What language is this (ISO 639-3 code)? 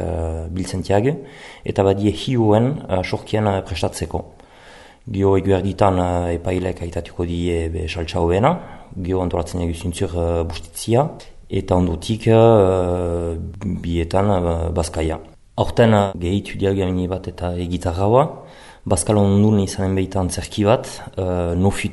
eus